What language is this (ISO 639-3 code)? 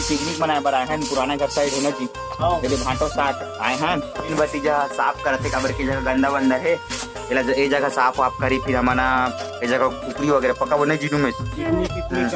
hne